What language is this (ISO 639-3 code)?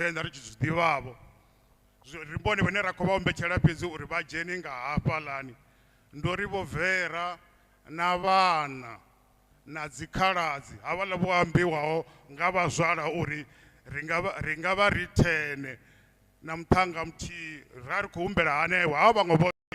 ven